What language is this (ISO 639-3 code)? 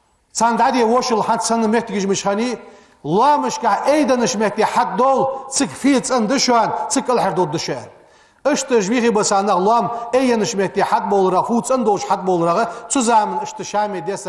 inh